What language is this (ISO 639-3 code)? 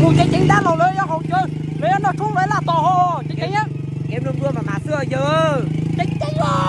hmn